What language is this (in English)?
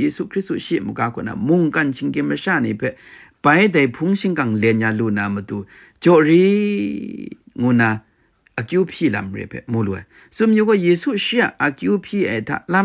Kachin